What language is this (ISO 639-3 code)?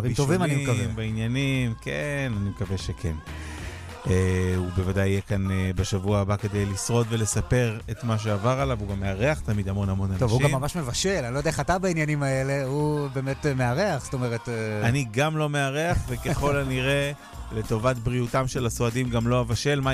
heb